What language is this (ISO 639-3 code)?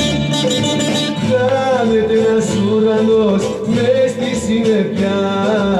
ell